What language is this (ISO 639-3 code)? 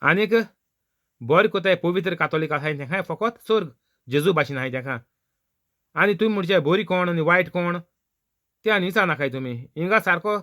kok